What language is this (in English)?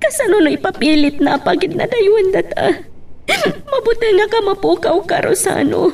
Iloko